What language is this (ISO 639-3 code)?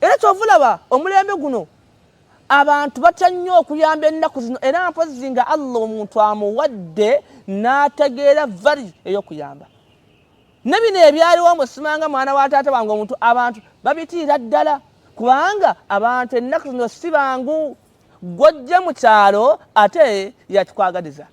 lug